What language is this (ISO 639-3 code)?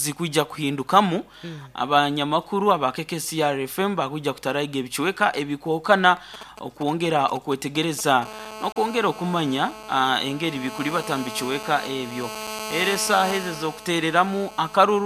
nyo